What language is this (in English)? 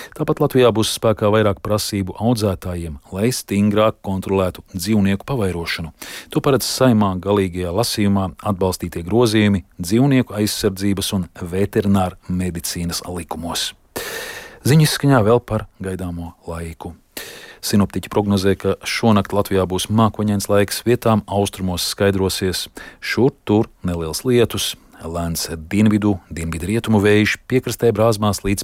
Latvian